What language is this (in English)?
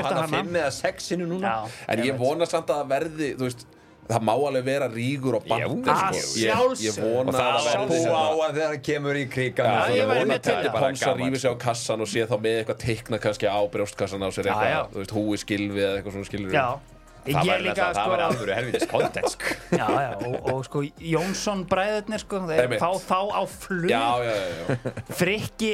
Icelandic